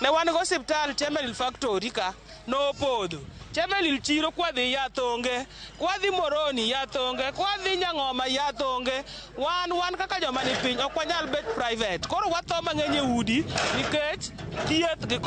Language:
Luo (Kenya and Tanzania)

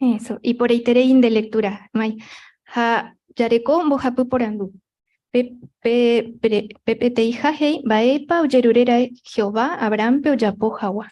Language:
Guarani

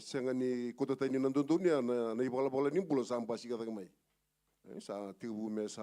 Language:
Fijian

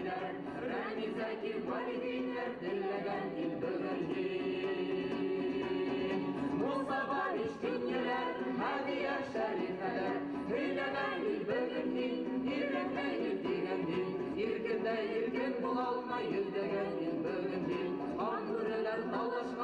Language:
Bashkir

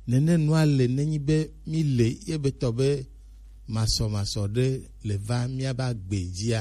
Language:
Gen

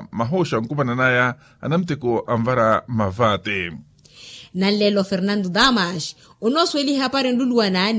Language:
Makhuwa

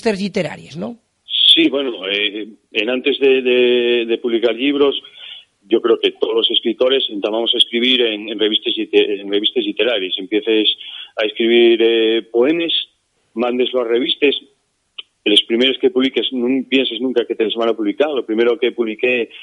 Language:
Asturian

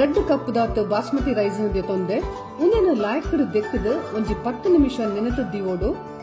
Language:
Tulu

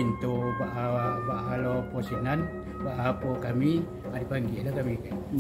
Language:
Minangkabau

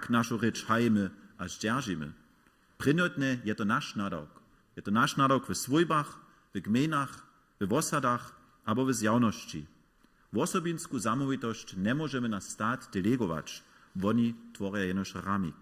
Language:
Upper Sorbian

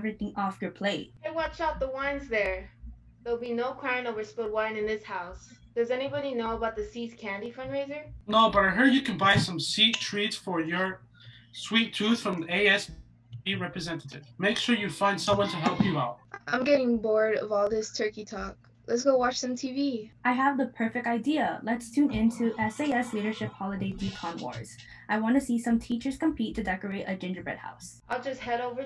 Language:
English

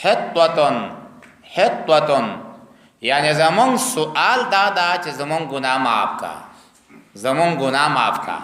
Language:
Pashto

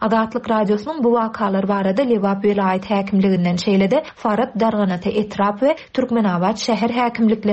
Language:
Turkmen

